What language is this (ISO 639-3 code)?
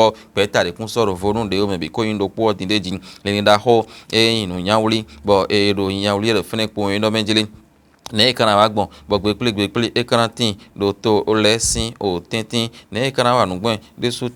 fon